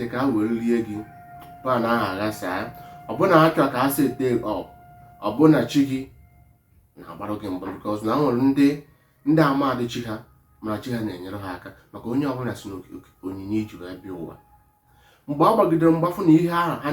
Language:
Igbo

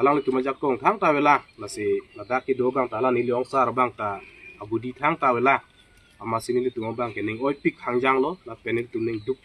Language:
Karbi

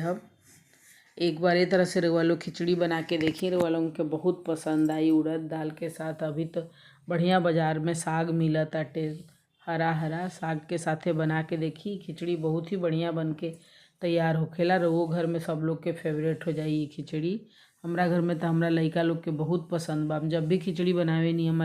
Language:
Bhojpuri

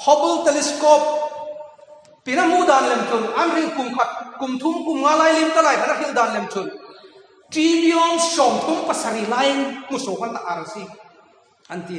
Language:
Hmar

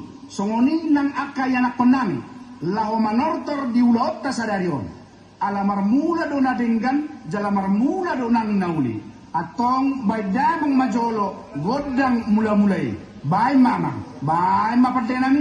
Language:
Batak Toba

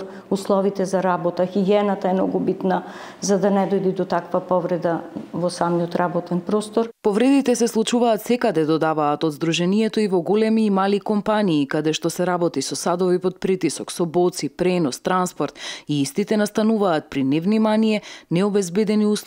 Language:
Macedonian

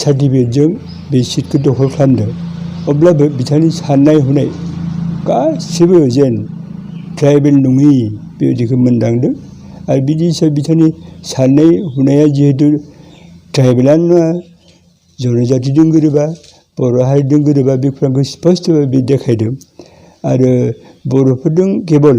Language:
Bodo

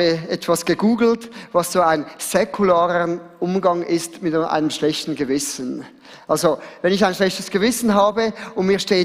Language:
Swiss German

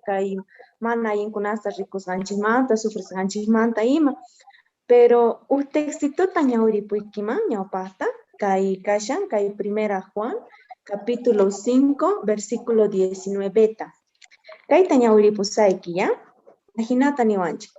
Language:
Quechua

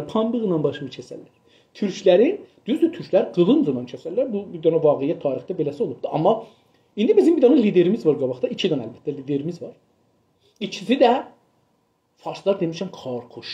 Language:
South Azerbaijani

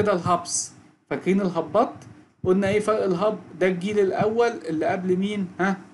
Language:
Egyptian Arabic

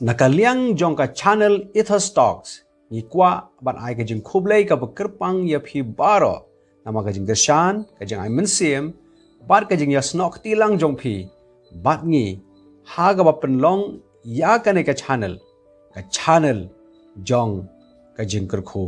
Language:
Khasi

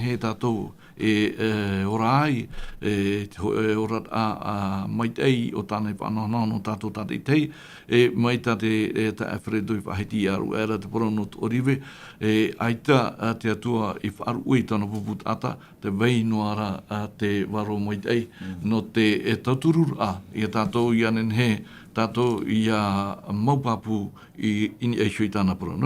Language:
Tahitian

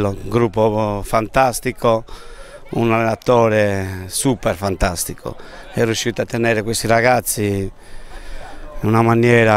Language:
Italian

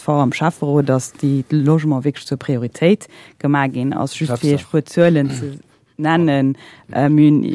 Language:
Luxembourgish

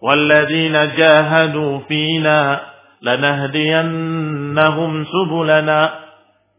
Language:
Indonesian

